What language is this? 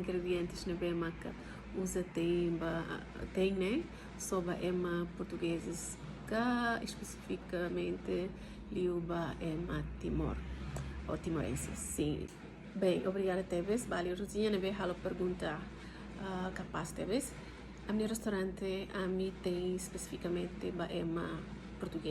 Tetum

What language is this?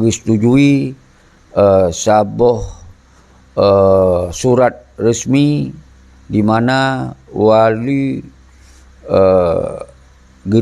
Achinese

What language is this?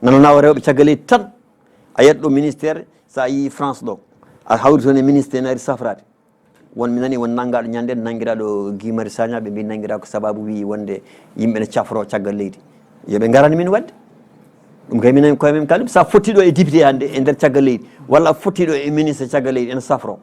Fula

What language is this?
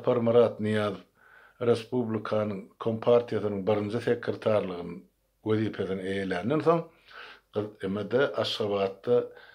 Turkmen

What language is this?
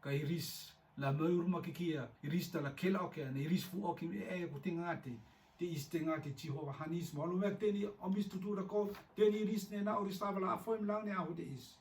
Rotuman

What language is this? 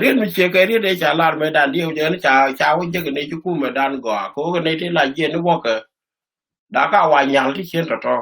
Nuer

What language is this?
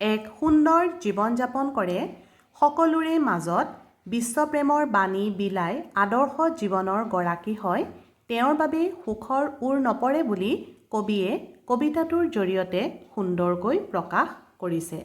Assamese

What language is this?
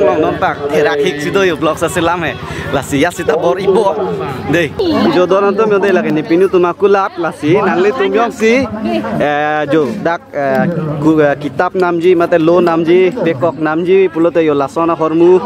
Karbi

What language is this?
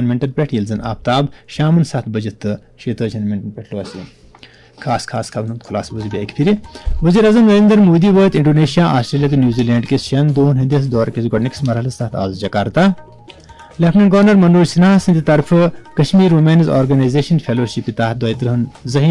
Kashmiri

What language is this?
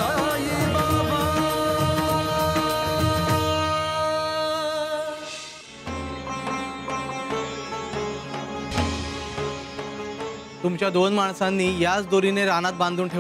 Marathi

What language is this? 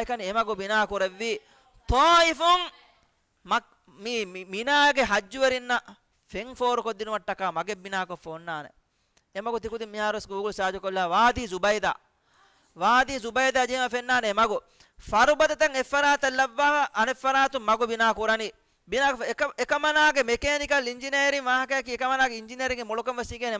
Divehi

